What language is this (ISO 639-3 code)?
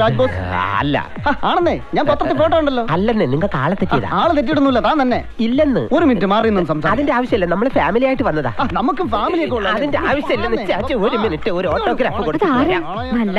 mal